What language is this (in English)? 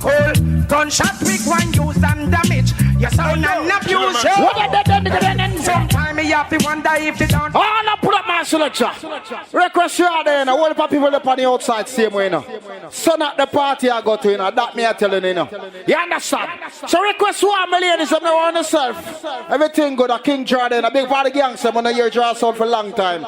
Jamaican Creole English